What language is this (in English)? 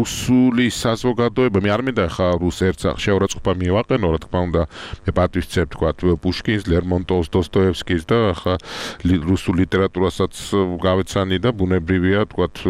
Georgian